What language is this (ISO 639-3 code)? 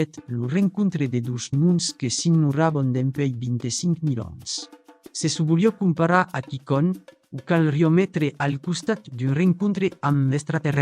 oci